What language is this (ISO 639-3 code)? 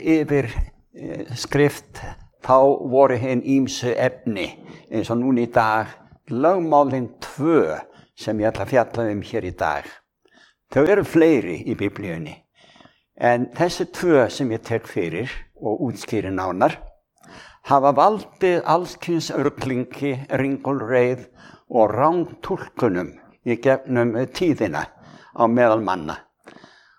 isl